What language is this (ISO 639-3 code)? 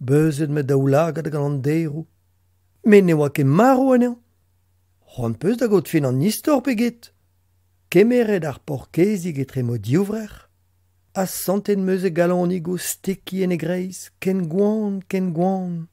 bre